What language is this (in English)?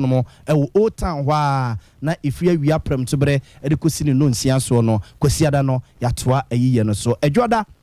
Akan